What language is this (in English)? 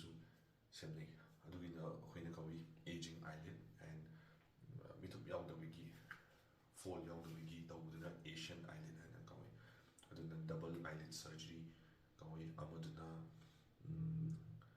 Manipuri